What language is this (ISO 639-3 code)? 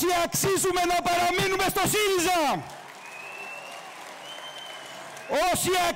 ell